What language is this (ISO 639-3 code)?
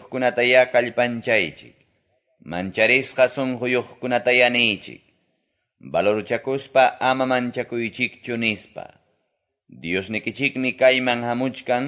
que